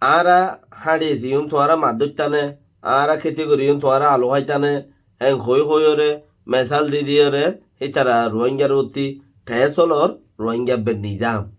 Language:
Rohingya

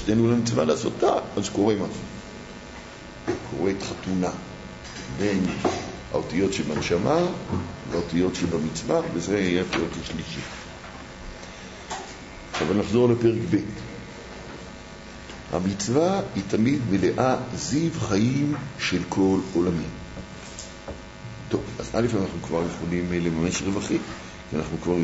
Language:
Hebrew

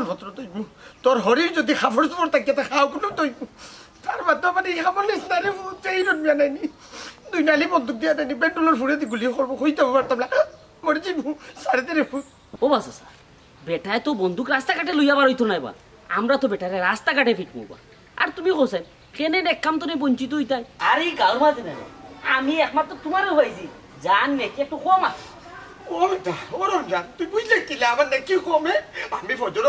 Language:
Sylheti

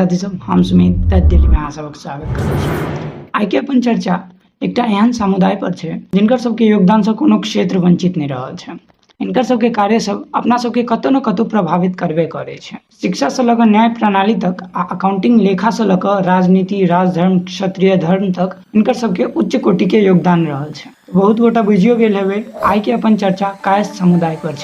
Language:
Maithili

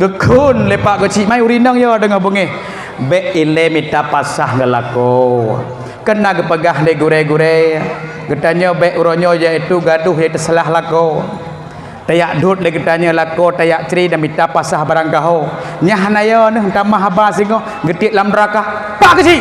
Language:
Achinese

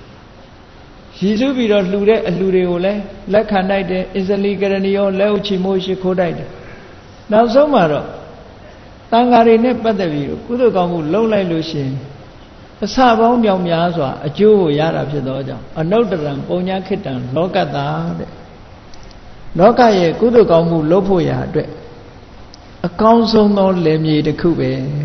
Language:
Burmese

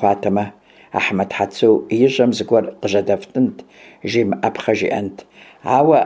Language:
Kabardian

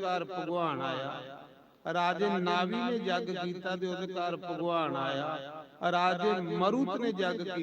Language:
Dogri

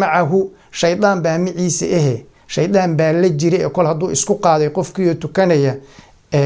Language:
Somali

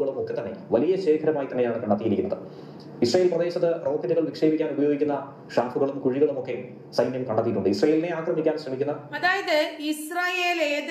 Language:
Malayalam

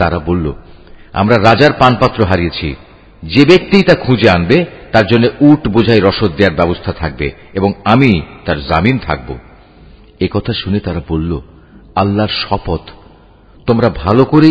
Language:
Bangla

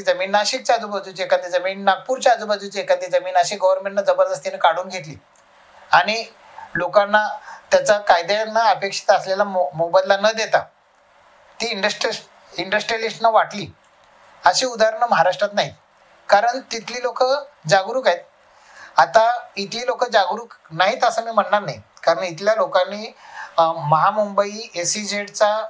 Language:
Marathi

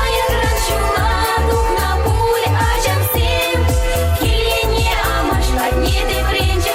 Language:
Chuvash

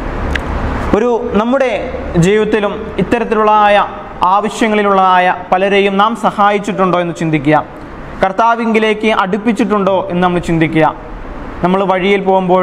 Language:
Malayalam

